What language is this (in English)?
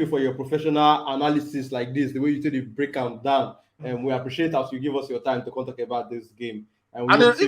Nigerian Pidgin